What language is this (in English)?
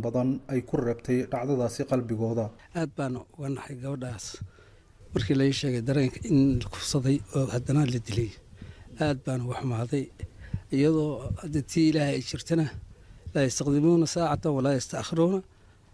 Somali